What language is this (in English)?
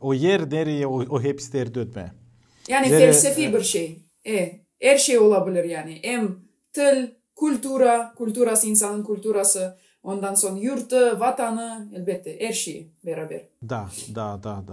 Gagauz